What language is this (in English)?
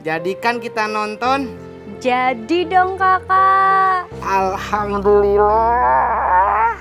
Betawi